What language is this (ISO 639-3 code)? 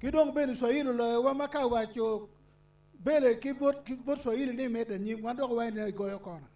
ach